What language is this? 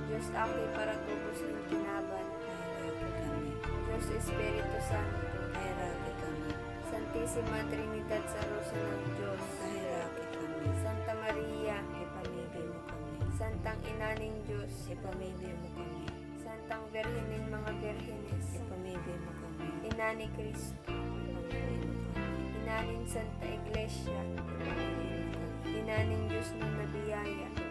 Bikol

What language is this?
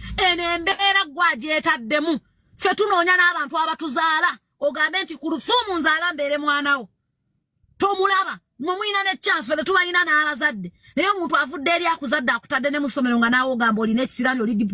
Ganda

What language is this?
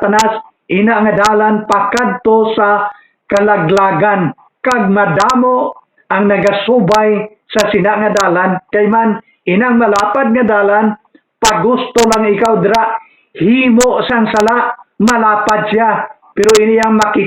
Hiligaynon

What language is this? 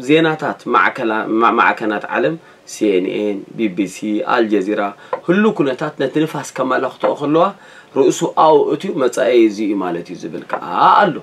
Tigrinya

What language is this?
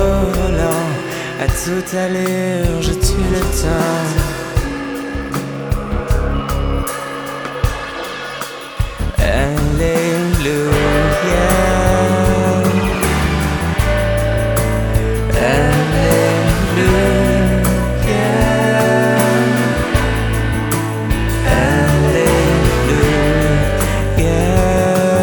French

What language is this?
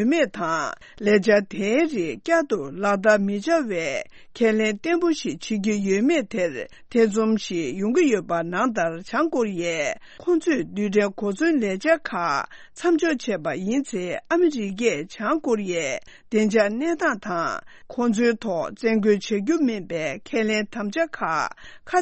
Tibetan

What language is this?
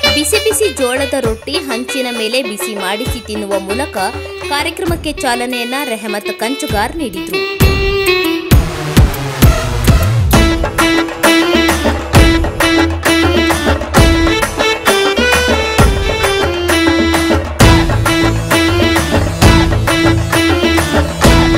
Kannada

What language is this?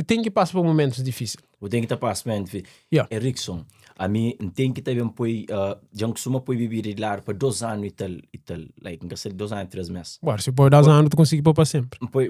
Kabuverdianu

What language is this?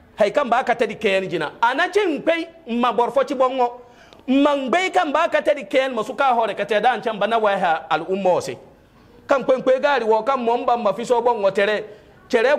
Hausa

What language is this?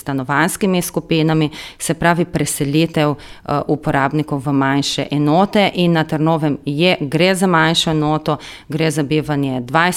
Slovenian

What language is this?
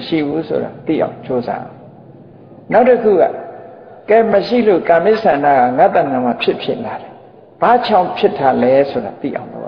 Burmese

